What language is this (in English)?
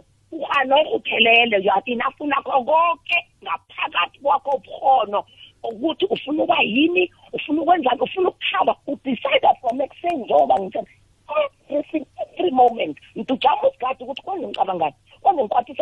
South Ndebele